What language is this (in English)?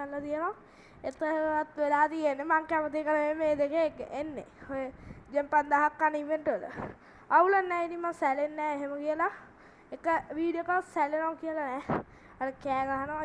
Sinhala